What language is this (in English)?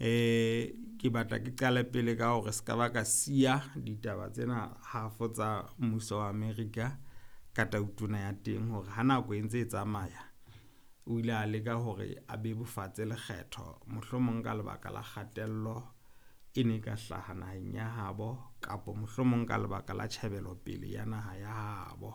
Southern Sotho